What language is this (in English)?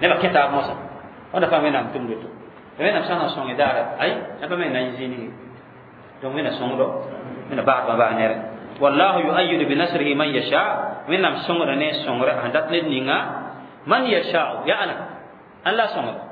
Mossi